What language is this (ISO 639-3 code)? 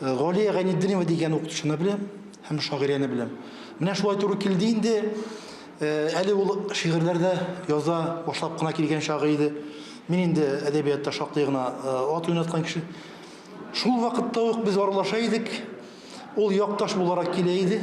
tat